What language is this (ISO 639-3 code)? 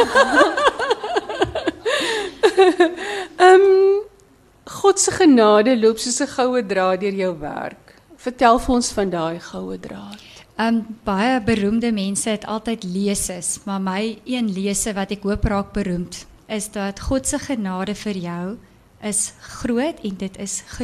afr